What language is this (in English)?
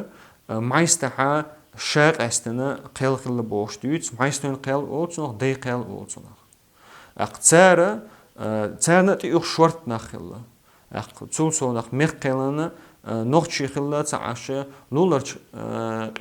Chechen